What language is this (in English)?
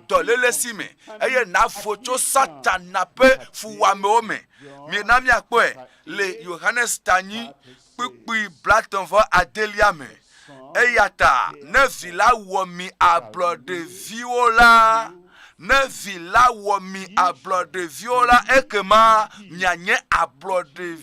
Ewe